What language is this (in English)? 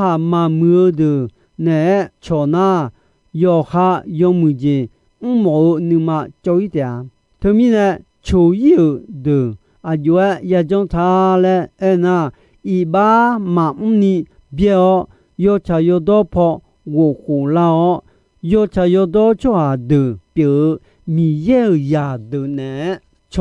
Akha